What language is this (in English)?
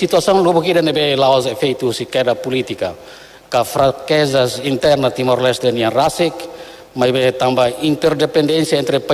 Tetum